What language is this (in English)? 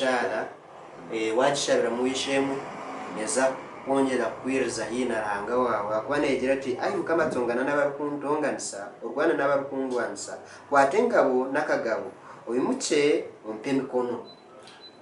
Nyankole